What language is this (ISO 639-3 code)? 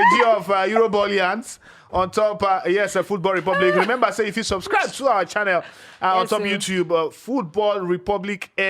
pcm